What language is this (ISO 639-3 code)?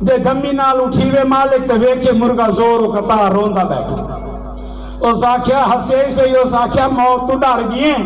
skr